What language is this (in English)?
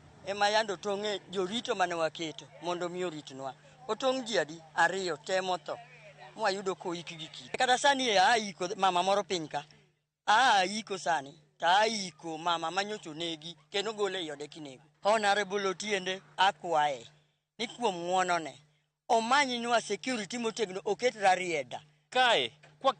Luo (Kenya and Tanzania)